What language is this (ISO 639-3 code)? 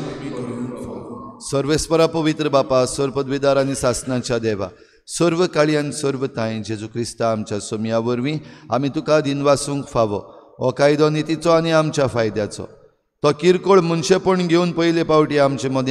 kok